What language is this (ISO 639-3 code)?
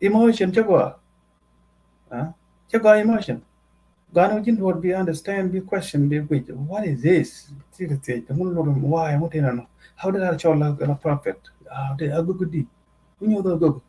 nus